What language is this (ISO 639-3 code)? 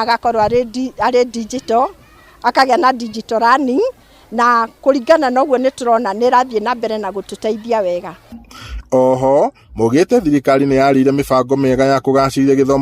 kik